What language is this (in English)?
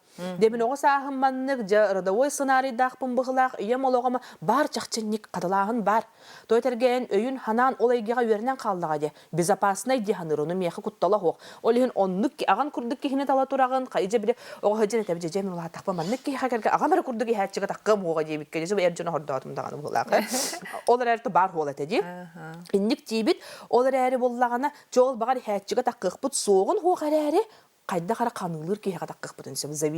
Yakut